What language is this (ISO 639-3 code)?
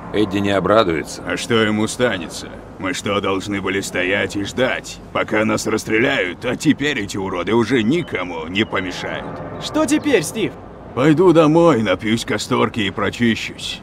rus